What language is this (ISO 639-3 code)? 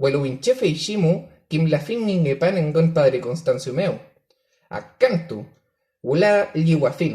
arn